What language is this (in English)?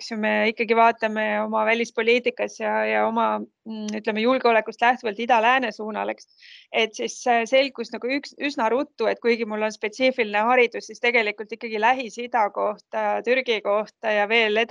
Estonian